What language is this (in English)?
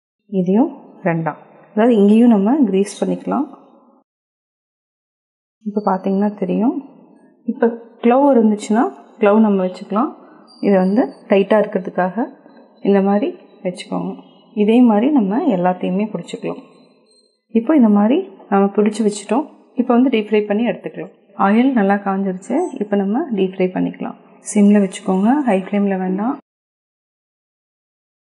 Tamil